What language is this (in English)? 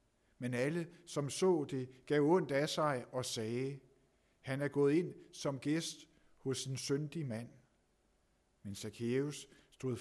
Danish